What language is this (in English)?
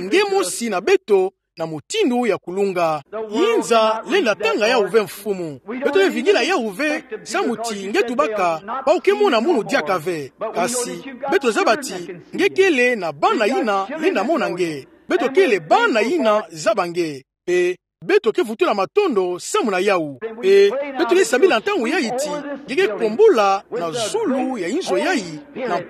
Kituba (Democratic Republic of Congo)